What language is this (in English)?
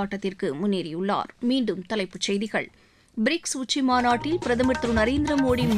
Tamil